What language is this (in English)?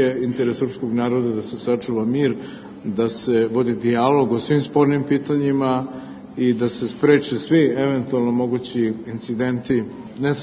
Serbian